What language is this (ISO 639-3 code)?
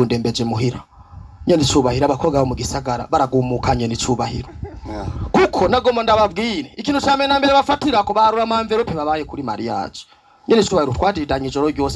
run